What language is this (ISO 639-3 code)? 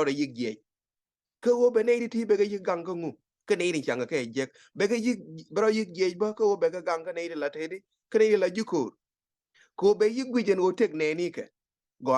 nus